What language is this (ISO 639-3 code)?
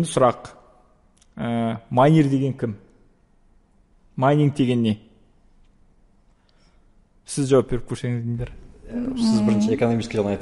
kaz